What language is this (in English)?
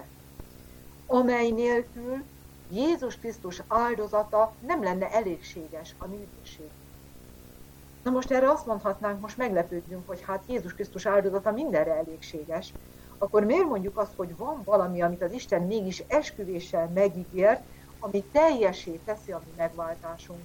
Hungarian